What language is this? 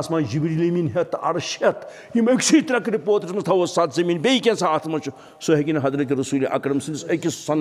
Kashmiri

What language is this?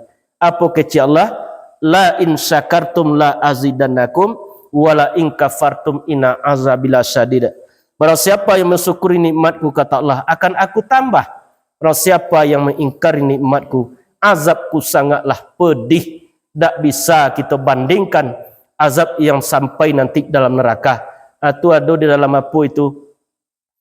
Minangkabau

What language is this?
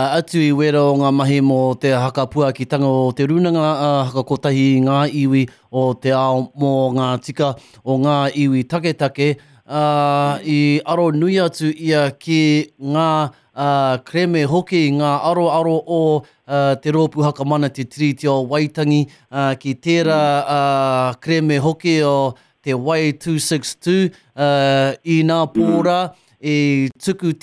Māori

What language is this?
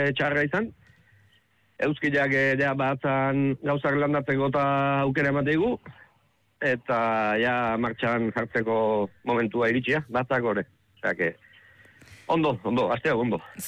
Basque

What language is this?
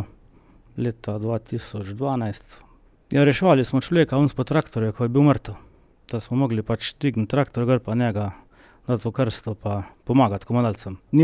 Slovenian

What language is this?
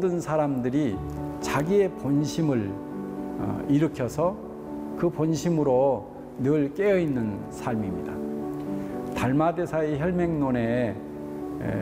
Korean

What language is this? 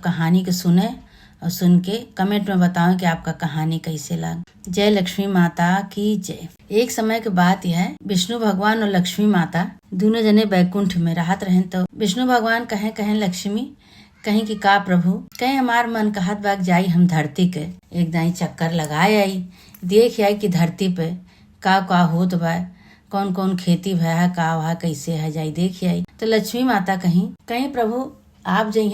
Awadhi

